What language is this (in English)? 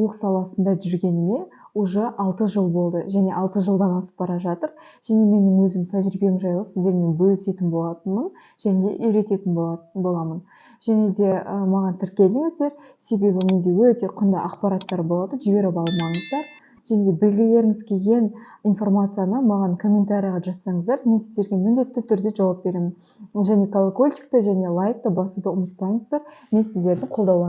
Kazakh